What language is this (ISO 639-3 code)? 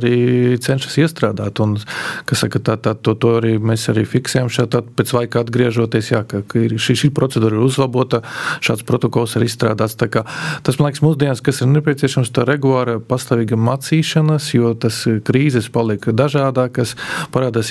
lav